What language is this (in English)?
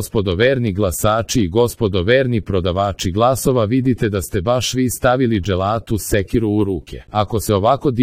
Serbian